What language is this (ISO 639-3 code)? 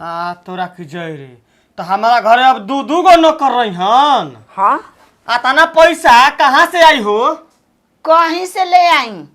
bho